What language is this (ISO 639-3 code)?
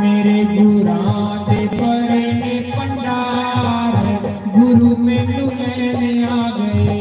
doi